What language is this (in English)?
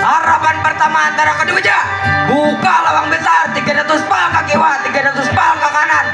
Banjar